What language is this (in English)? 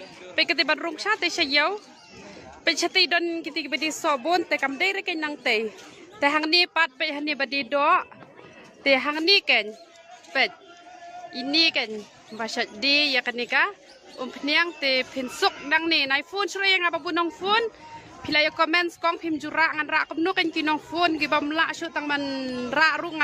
Khasi